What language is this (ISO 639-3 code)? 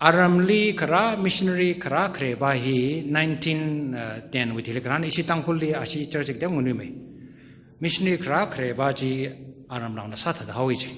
nmf